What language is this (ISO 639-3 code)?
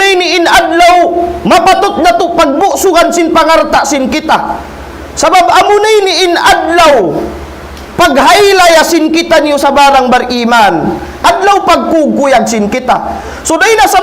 tsg